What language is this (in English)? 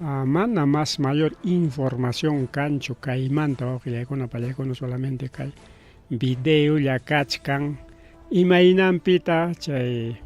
Ayacucho Quechua